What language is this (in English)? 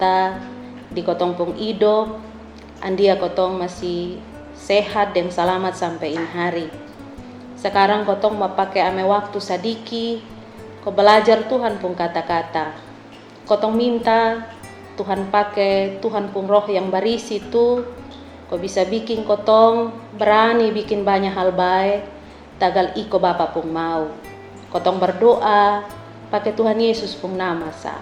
Kupang Malay